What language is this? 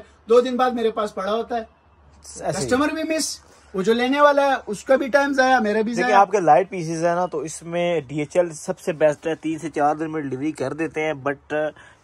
Hindi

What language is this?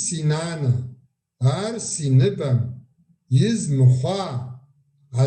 Kabardian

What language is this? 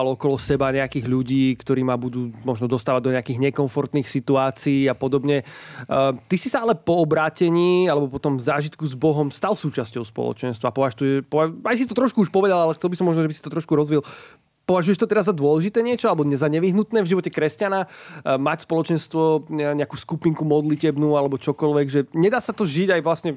Slovak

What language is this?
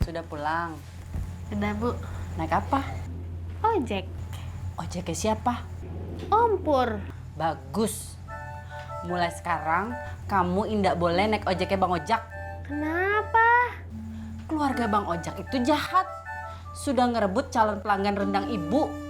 Betawi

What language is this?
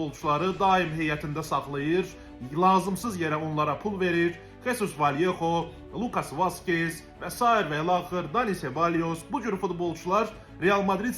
Azerbaijani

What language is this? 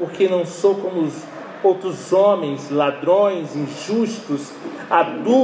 Portuguese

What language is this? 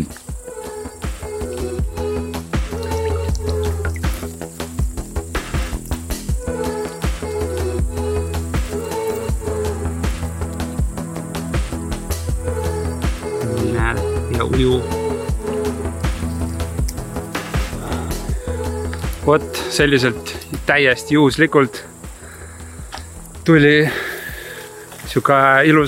Estonian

